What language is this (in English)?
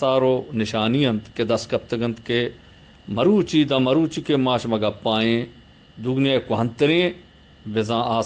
Eastern Balochi